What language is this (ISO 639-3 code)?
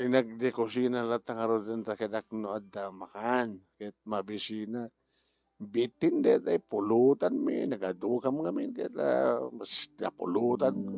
ilo